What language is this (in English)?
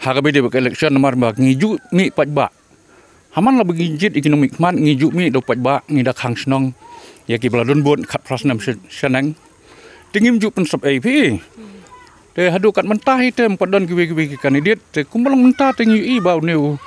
Khasi